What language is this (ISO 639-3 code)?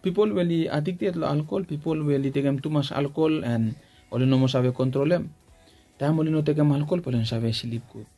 bis